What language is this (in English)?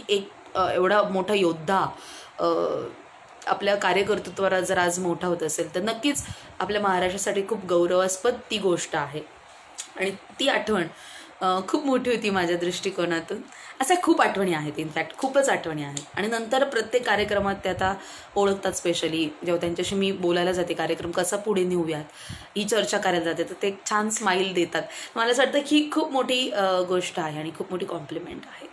Marathi